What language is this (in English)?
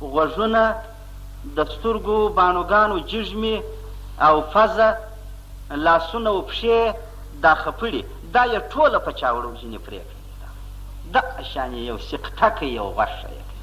Pashto